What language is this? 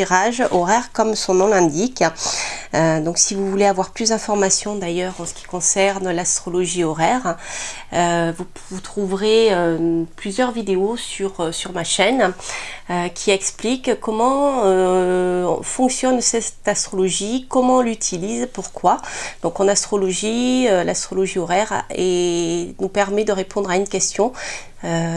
French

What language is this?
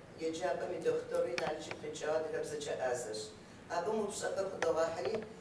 Kabardian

